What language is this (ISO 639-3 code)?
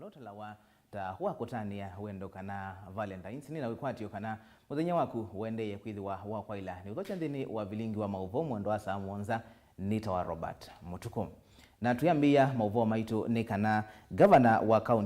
kam